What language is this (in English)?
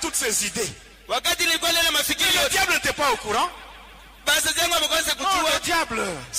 Swahili